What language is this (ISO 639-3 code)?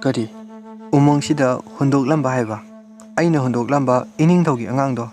mni